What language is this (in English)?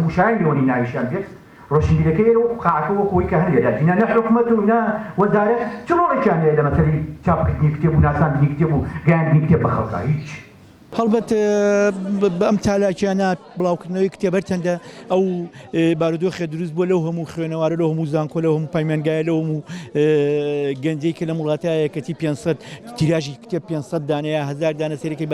Central Kurdish